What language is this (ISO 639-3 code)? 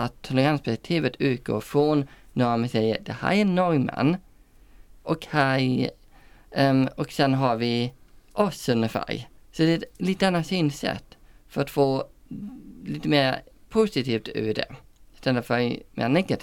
swe